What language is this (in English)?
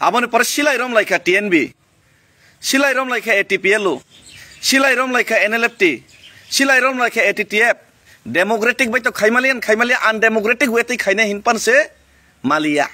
Kok Borok